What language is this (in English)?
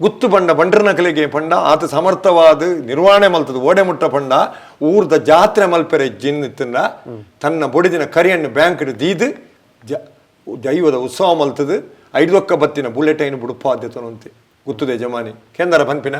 Tulu